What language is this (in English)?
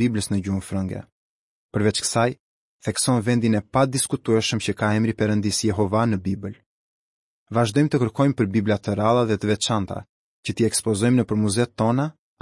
Albanian